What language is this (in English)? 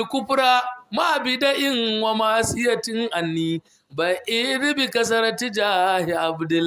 Hausa